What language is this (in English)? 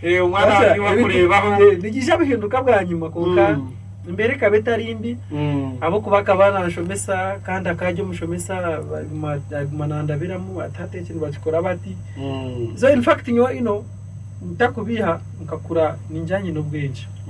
Nyankole